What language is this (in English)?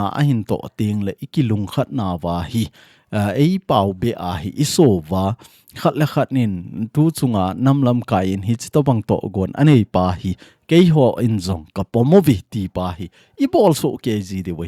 Thado Chin